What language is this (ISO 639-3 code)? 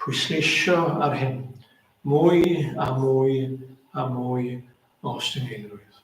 cym